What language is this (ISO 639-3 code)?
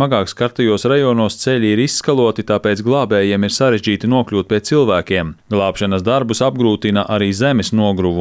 lav